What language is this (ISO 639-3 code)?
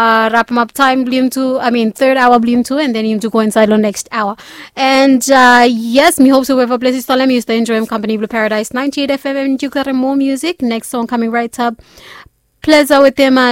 bis